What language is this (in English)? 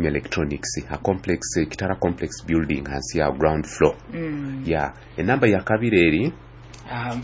Nyoro